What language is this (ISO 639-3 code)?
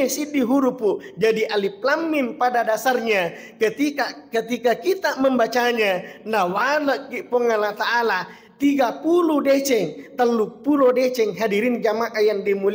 bug